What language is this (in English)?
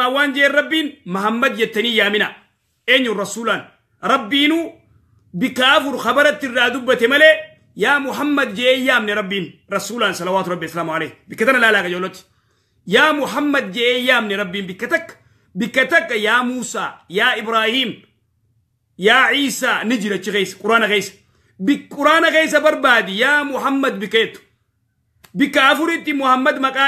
Oromo